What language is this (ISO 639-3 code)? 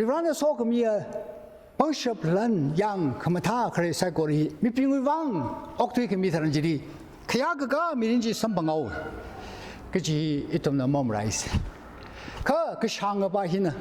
nmf